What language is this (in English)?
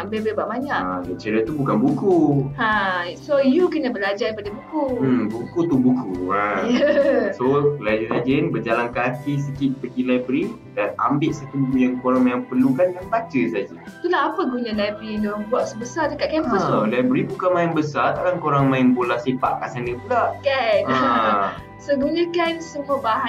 Malay